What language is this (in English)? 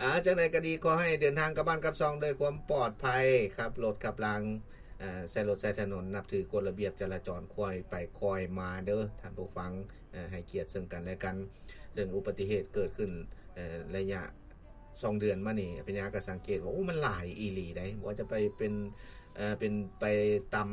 Lao